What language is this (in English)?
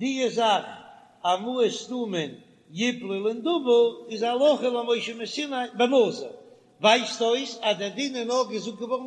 Yiddish